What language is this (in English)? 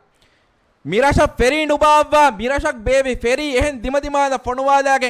Divehi